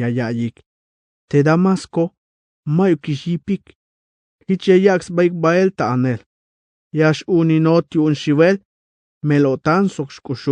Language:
Tzeltal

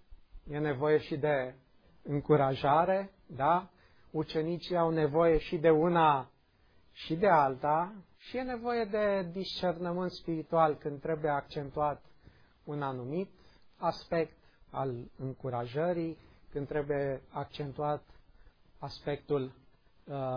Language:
Romanian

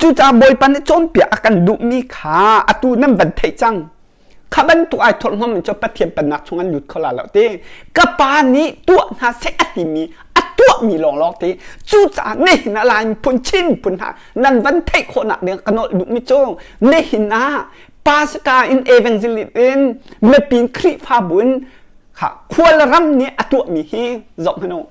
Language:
Hakha Chin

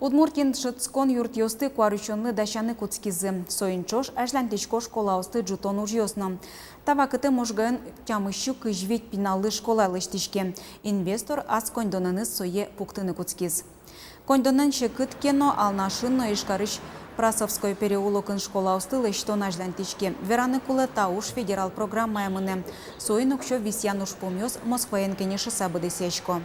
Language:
Udmurt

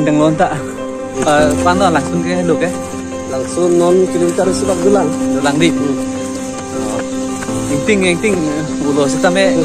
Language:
Karbi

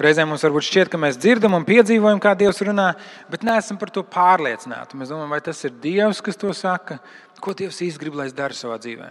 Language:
Latvian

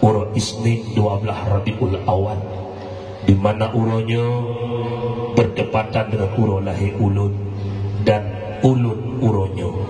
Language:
Achinese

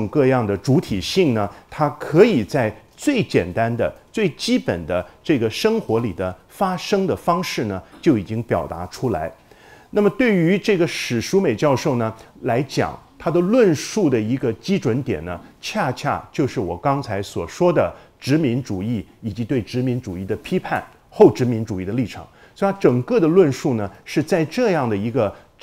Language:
Chinese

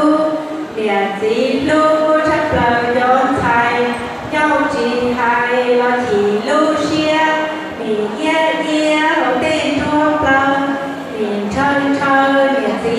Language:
Hmong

